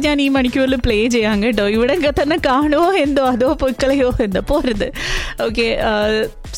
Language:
Malayalam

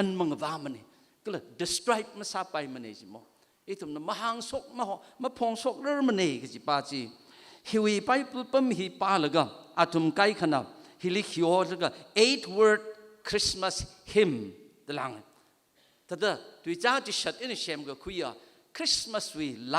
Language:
Tangkhul Naga (India)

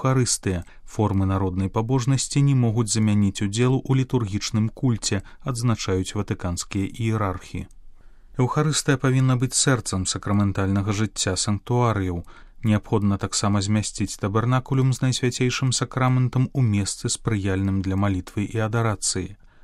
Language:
Belarusian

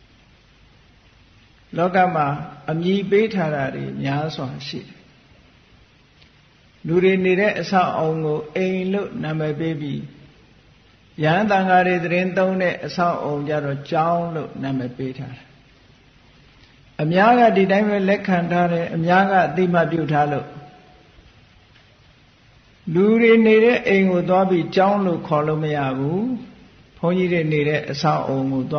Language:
Burmese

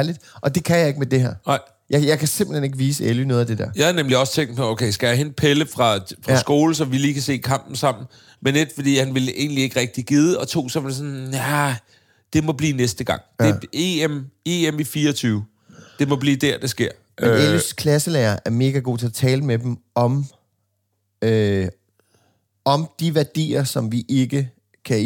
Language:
Danish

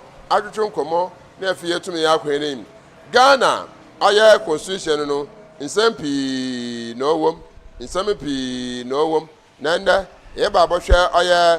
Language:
Akan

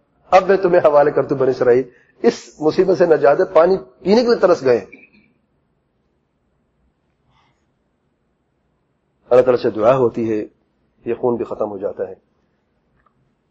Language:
Urdu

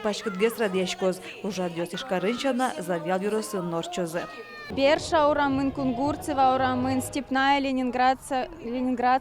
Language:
Udmurt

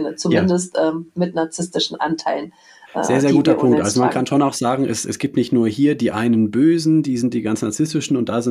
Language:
German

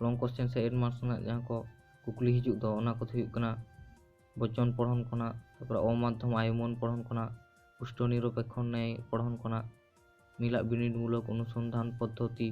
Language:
Santali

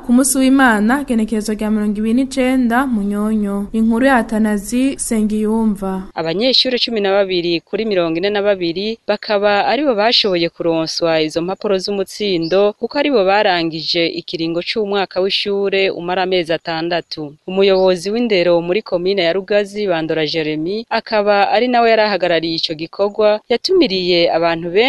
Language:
Rundi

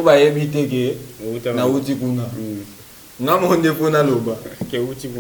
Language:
Lingala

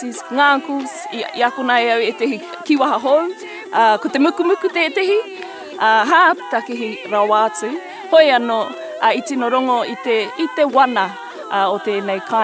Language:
Māori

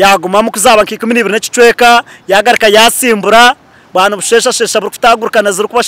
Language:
Nyankole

